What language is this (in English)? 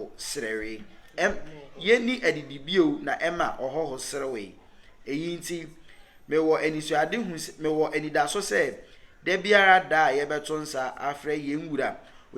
Akan